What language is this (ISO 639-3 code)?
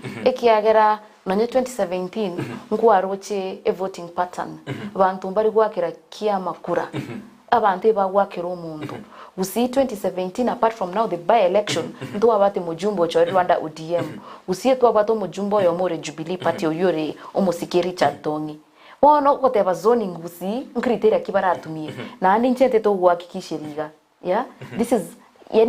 guz